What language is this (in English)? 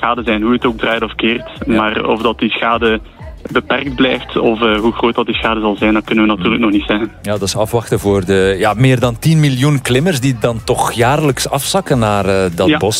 Dutch